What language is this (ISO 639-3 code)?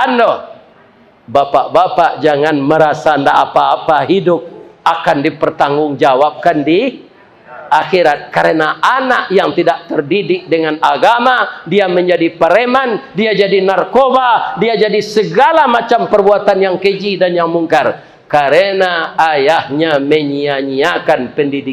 min